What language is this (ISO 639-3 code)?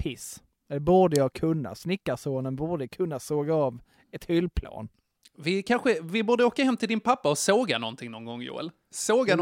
swe